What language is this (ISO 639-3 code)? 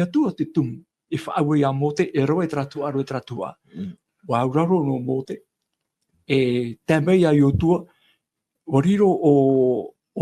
tah